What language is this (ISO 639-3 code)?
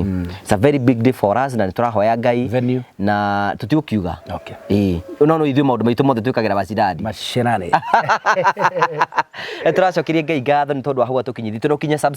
kik